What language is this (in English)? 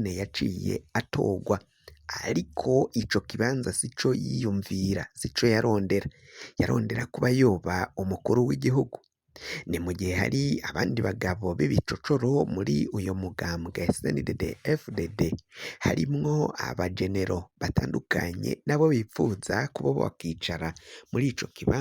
Rundi